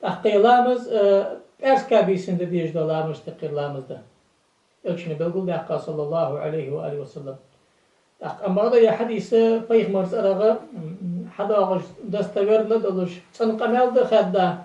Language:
Ingush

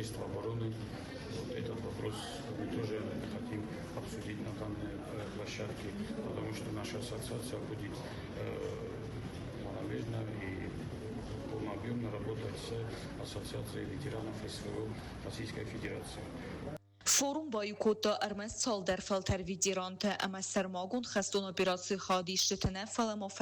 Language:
Ossetic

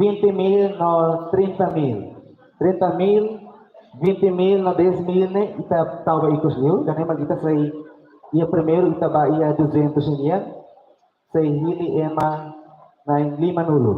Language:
Tetum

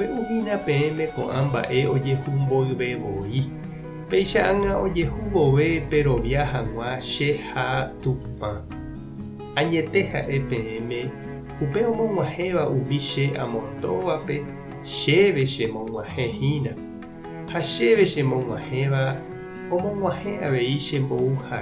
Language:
Guarani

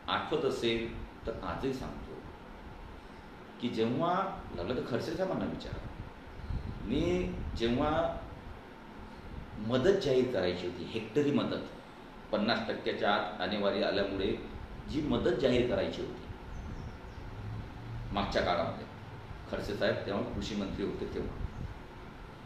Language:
Marathi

